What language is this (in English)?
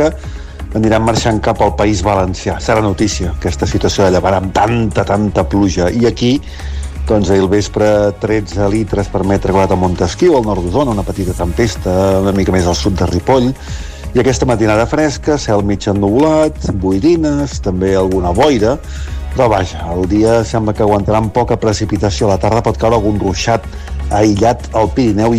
Catalan